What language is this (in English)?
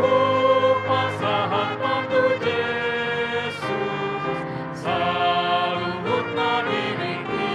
Batak Toba